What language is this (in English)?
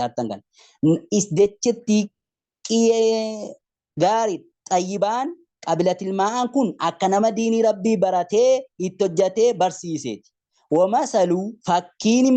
Oromo